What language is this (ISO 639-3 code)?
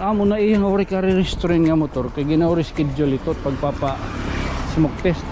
war